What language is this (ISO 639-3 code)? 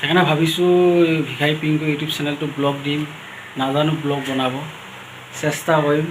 asm